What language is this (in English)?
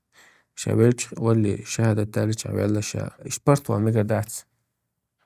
Chechen